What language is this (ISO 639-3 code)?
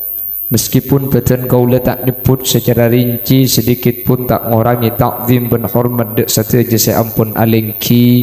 mad